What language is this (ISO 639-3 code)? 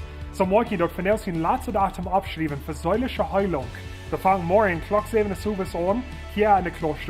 pdt